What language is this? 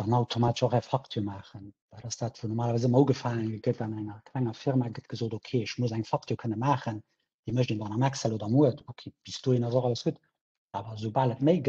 Luxembourgish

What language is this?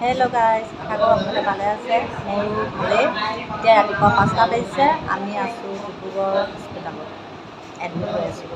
Assamese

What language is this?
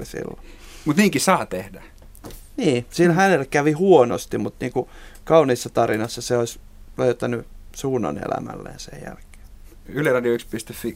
Finnish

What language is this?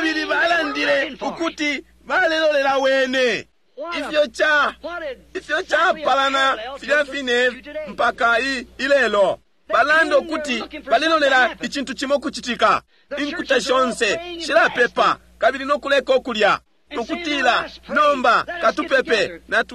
Bemba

